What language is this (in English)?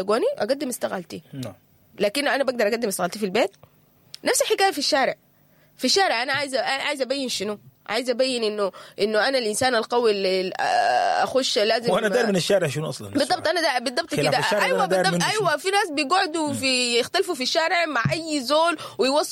Sudanese Arabic